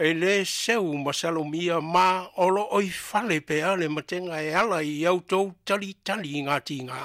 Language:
Samoan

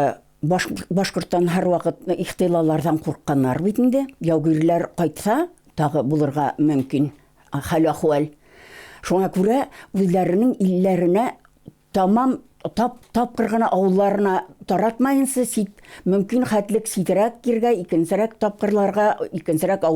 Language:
Bashkir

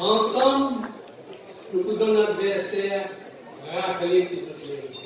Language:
Morisyen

